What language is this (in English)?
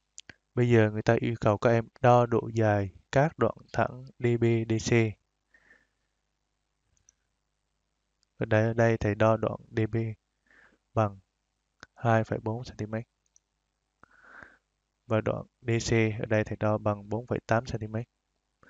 Vietnamese